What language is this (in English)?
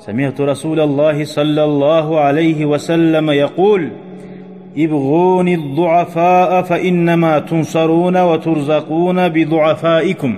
Kumyk